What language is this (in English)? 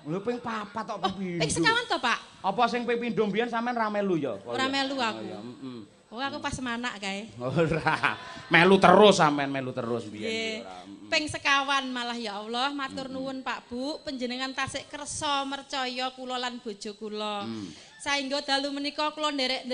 Javanese